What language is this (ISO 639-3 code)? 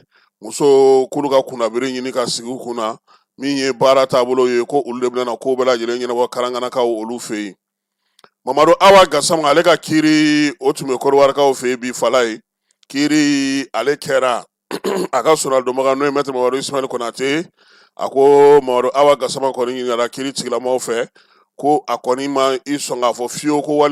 bam